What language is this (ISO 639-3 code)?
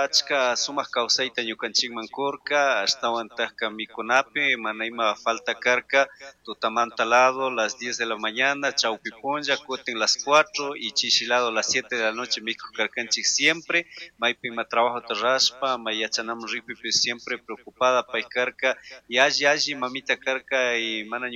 qug